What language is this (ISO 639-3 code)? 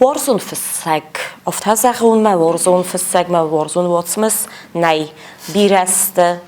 oss